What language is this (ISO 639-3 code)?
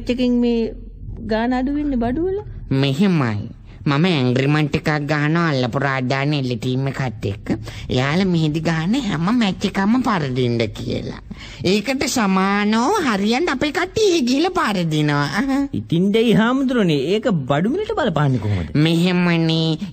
sin